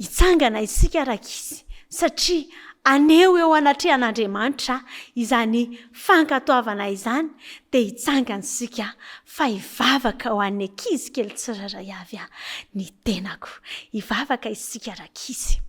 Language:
Malagasy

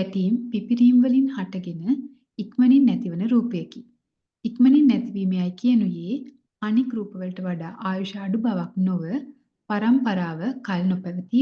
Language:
Sinhala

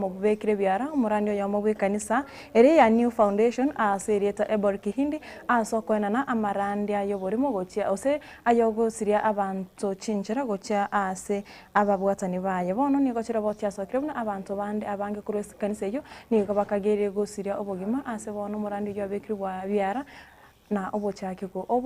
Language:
Gusii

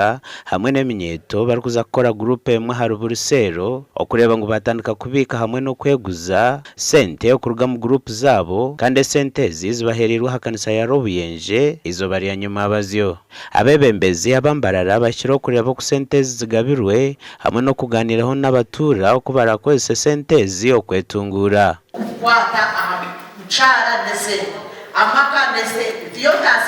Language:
Nyankole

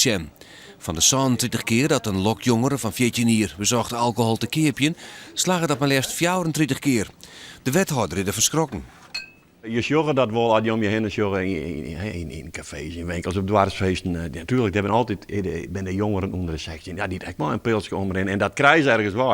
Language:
Western Frisian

